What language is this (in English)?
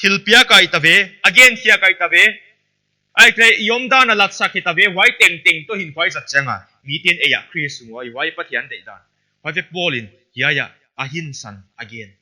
Paite Chin